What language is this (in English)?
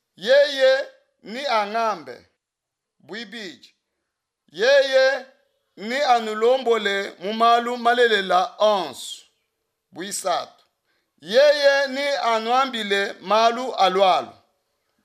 Luba-Lulua